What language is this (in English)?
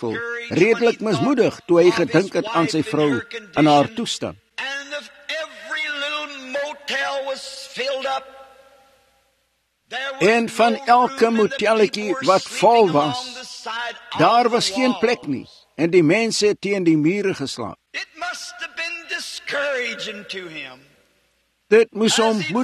Afrikaans